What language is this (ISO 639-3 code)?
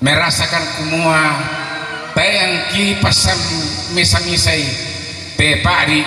sda